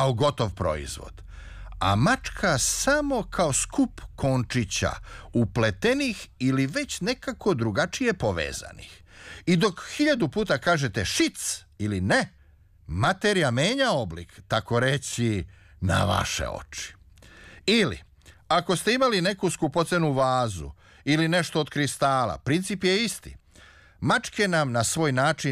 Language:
Serbian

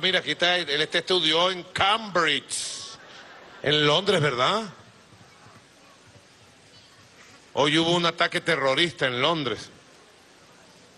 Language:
Spanish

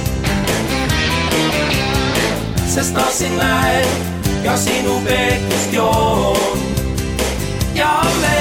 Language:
Estonian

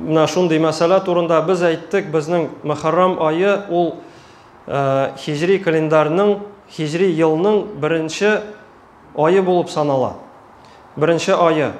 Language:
Tatar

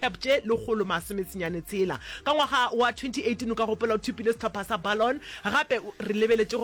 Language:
Northern Sotho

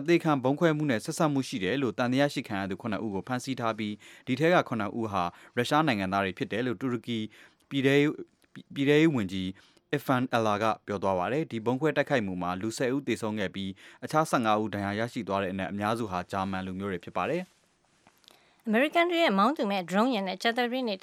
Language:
Burmese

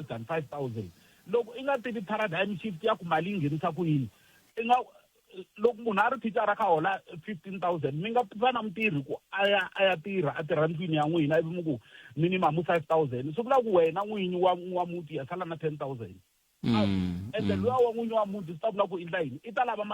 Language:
Tsonga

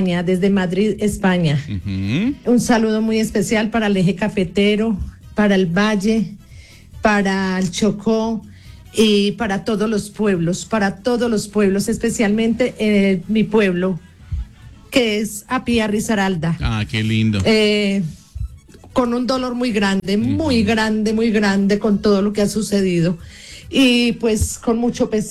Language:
Spanish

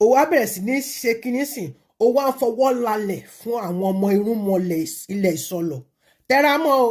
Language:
Yoruba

